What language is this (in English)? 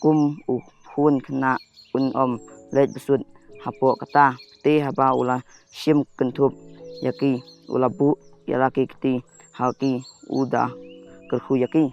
Khasi